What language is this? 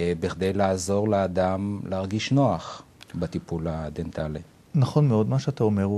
Hebrew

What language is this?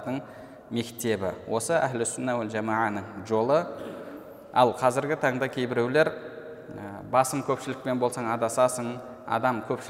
Kazakh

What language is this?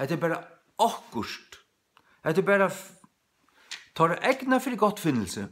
Faroese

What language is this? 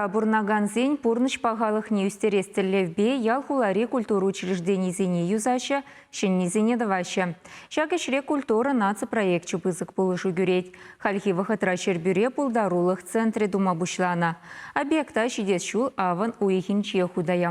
Chuvash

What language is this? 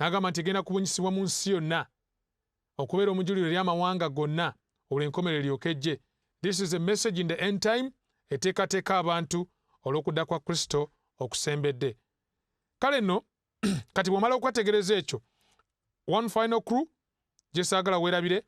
Ganda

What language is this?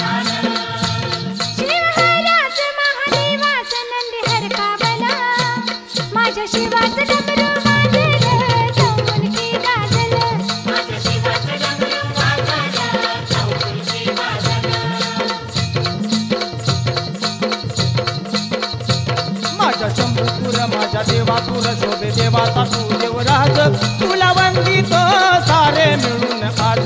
Marathi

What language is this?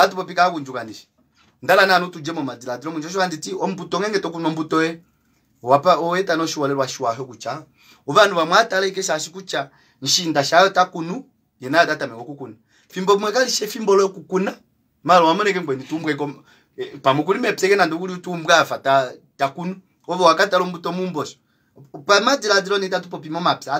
Kuanyama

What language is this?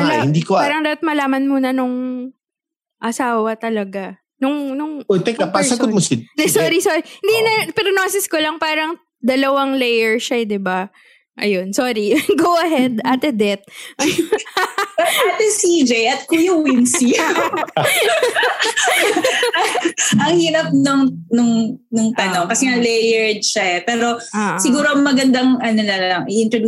Filipino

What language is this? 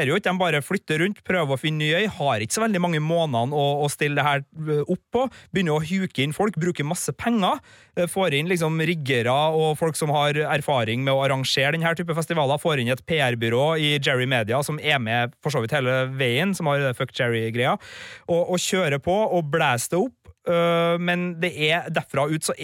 Norwegian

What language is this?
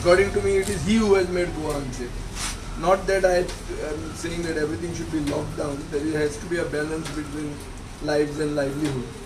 Konkani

